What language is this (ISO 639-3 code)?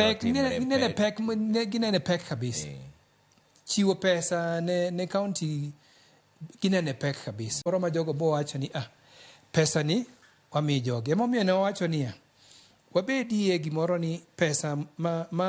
luo